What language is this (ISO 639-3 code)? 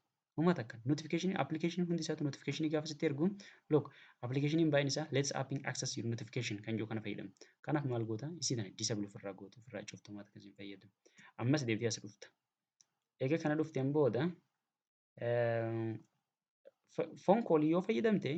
orm